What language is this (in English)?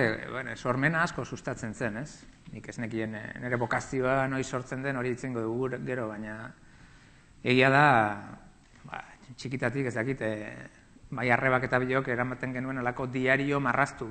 Basque